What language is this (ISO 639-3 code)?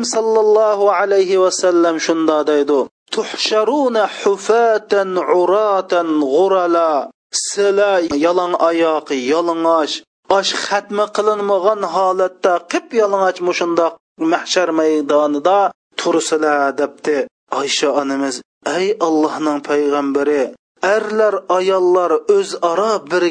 uig